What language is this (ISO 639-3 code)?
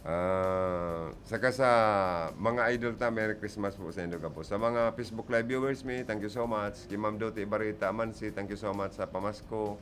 bik